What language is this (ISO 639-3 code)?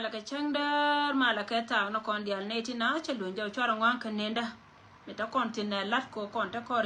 nus